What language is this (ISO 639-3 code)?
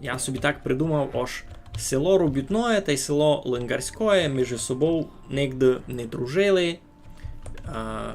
rue